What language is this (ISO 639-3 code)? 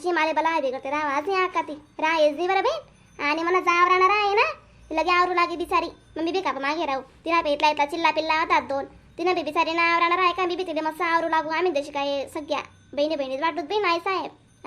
khn